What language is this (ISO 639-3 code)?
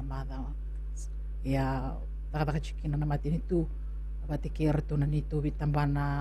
fij